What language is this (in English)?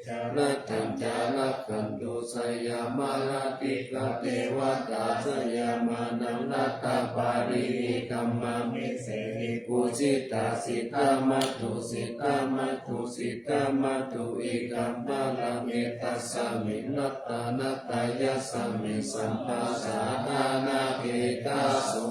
Pali